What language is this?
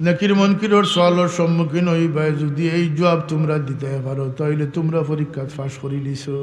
Sylheti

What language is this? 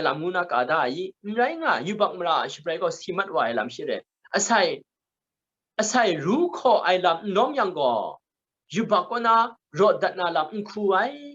Kachin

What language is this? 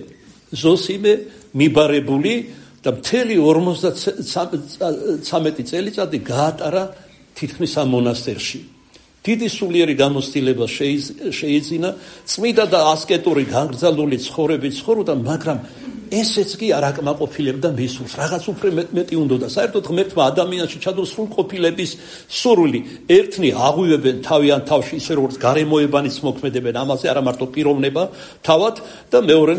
Georgian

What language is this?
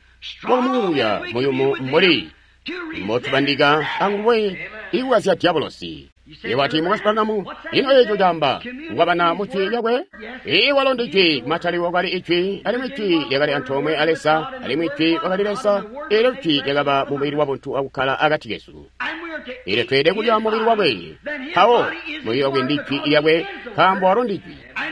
Tonga (Zambia)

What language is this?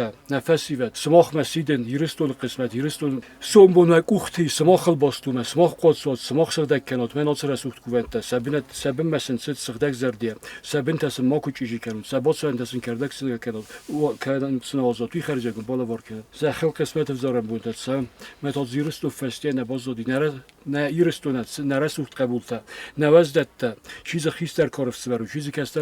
Ossetic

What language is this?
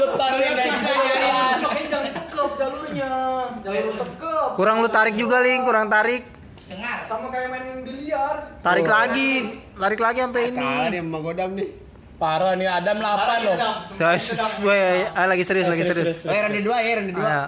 Betawi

